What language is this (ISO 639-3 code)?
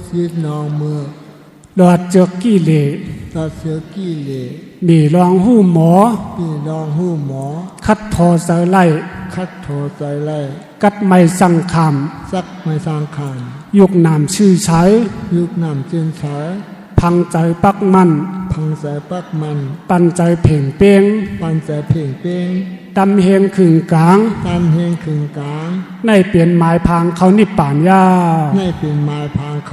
shn